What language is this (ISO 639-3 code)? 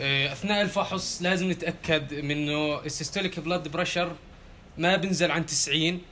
apc